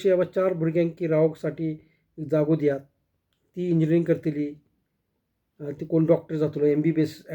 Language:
Konkani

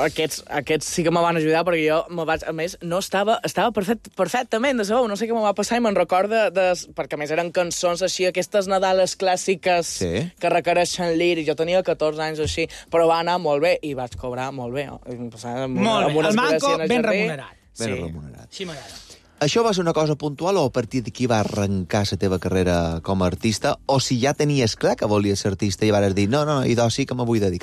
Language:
Catalan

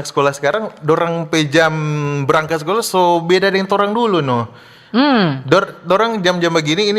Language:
Manado Malay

